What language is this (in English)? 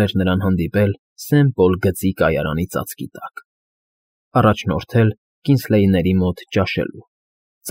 Armenian